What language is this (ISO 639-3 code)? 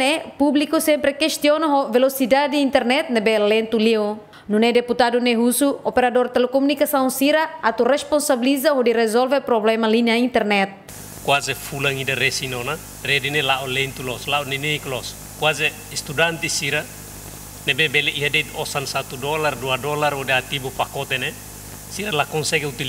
tet